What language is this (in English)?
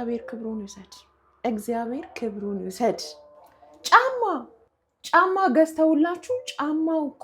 Amharic